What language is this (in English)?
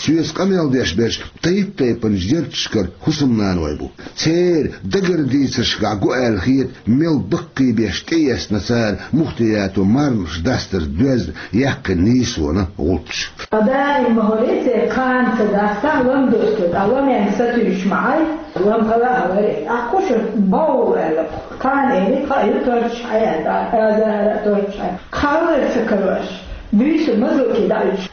Chechen